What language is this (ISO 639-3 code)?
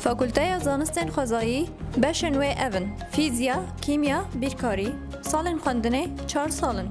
kur